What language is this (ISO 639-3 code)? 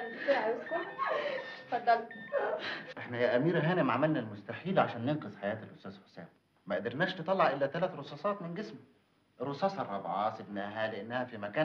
arz